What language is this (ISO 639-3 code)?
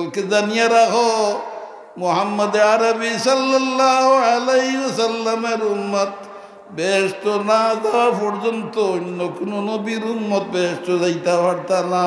syl